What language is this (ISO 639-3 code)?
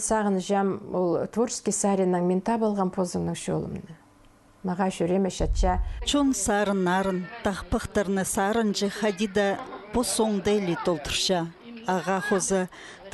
kjh